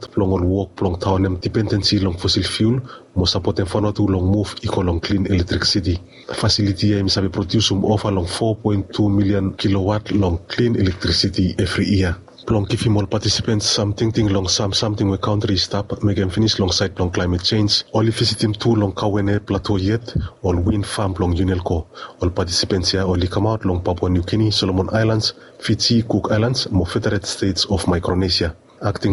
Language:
Bislama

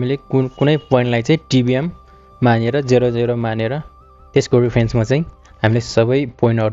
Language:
Nepali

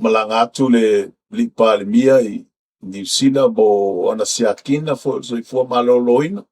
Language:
Samoan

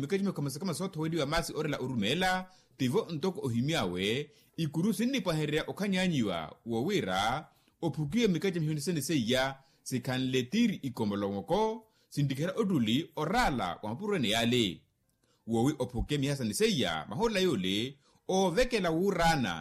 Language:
Makhuwa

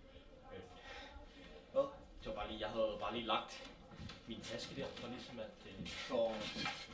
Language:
Danish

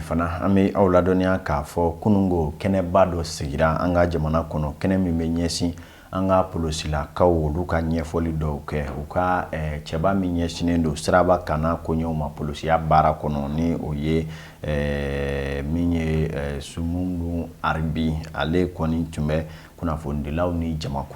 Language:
Bambara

